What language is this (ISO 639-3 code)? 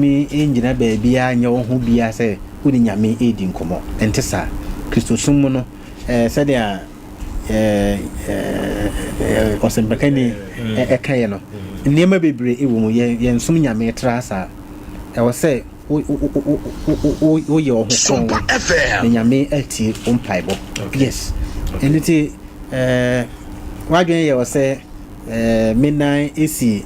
aka